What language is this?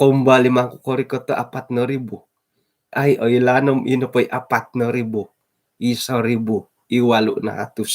Central Dusun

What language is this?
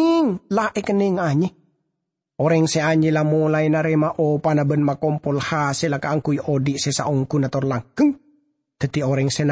Madurese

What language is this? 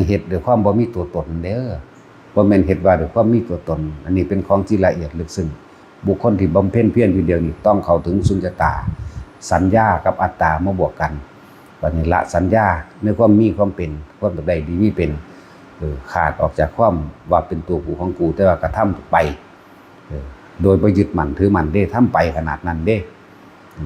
Northeastern Thai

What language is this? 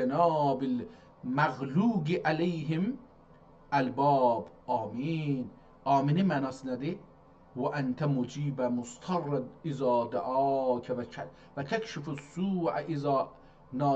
South Azerbaijani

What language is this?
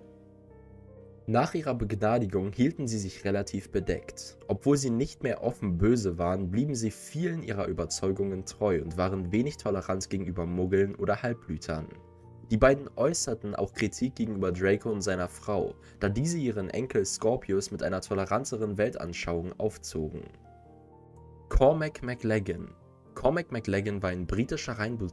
German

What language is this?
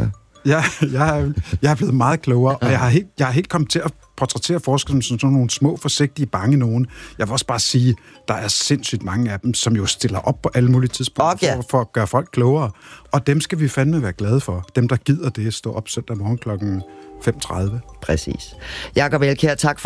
Danish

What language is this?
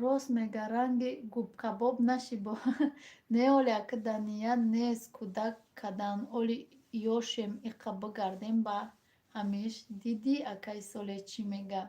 Tajik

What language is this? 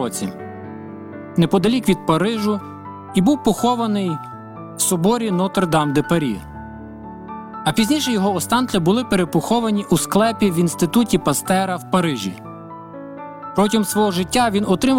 Ukrainian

